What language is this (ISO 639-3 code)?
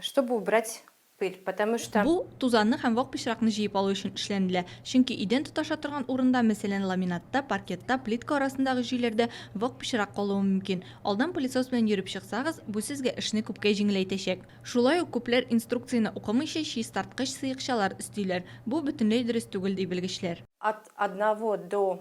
tat